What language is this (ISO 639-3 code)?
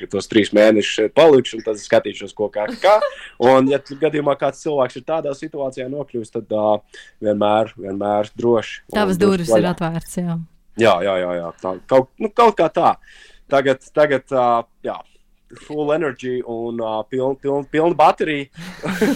lav